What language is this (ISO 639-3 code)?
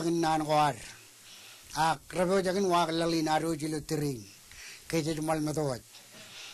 mah